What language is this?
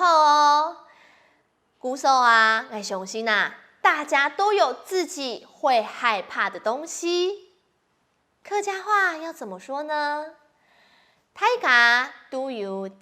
Hakka Chinese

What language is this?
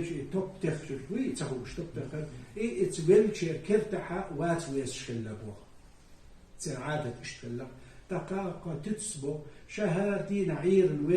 Chechen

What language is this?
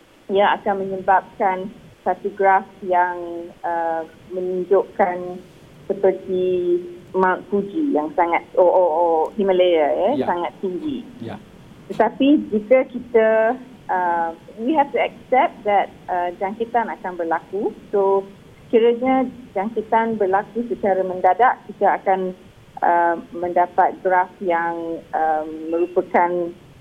Malay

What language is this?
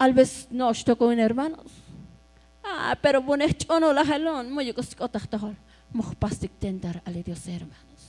Tzotzil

